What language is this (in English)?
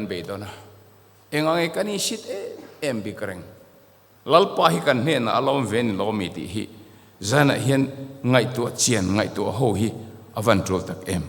Mizo